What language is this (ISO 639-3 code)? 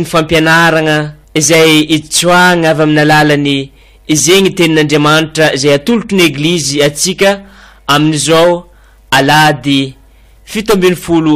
mlg